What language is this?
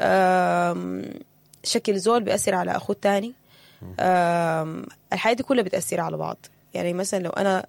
Sudanese Arabic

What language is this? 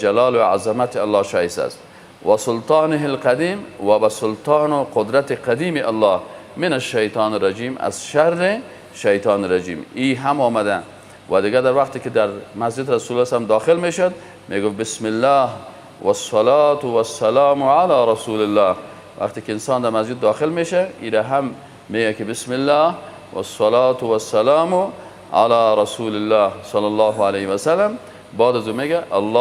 Persian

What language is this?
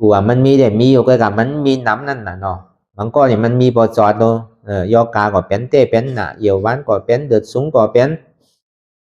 Shan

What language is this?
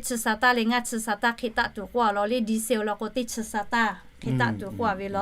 Lahu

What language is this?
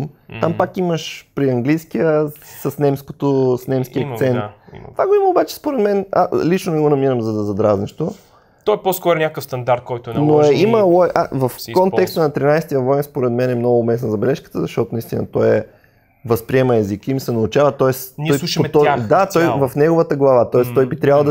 Bulgarian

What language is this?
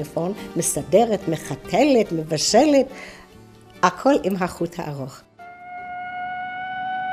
Hebrew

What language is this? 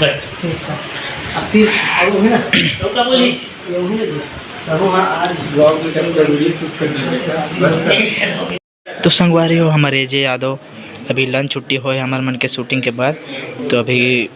Chhattisgarhi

